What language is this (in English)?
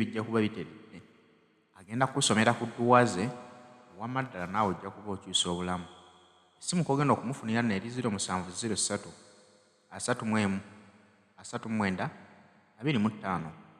Ganda